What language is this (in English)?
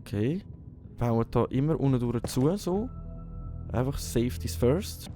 Swiss German